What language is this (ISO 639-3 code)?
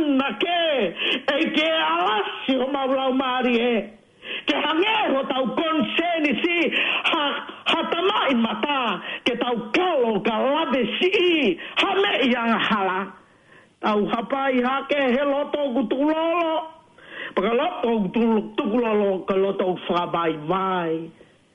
ton